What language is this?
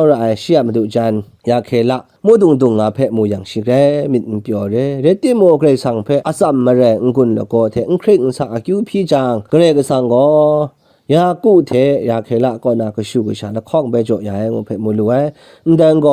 Kachin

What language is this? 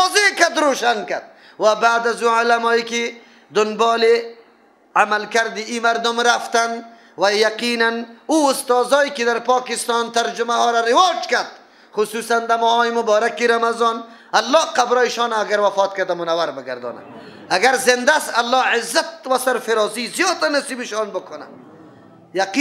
Persian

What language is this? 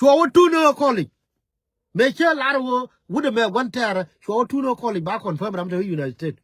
Nuer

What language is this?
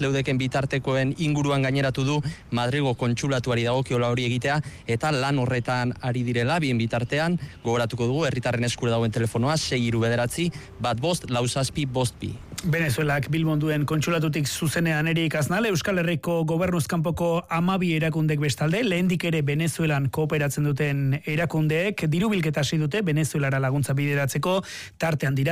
Basque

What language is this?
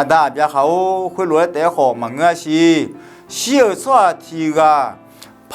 Akha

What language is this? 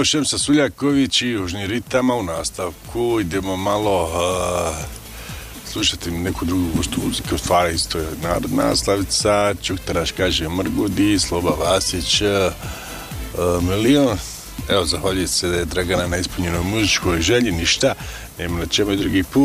Bosnian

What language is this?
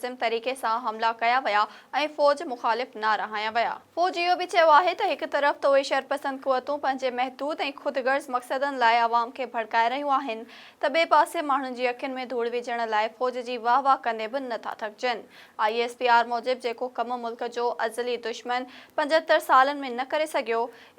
Sindhi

